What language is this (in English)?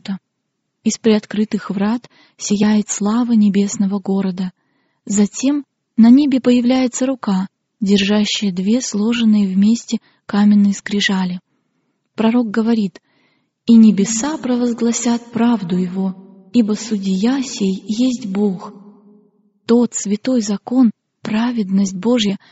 Russian